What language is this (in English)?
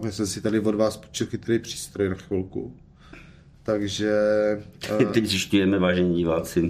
Czech